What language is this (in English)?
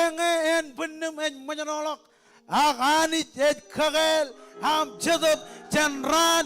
Marshallese